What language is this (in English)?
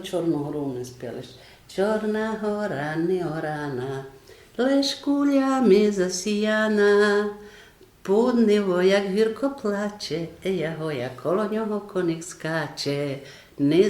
Rusyn